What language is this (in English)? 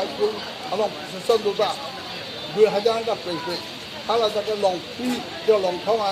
Karbi